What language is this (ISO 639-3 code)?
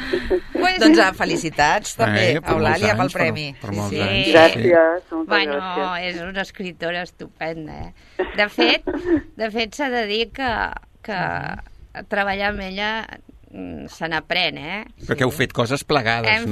cat